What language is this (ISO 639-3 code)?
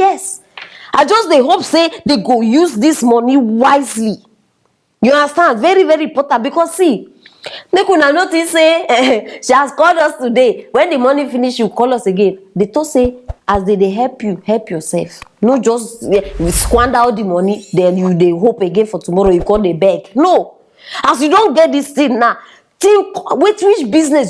pcm